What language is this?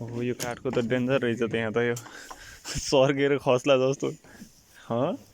Nepali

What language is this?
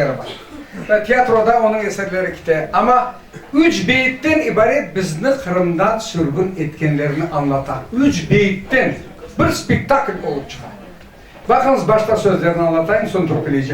Crimean Tatar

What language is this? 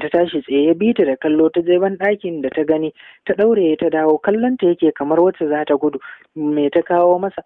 Hausa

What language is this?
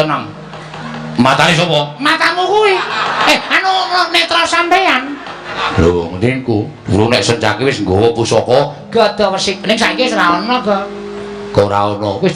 Javanese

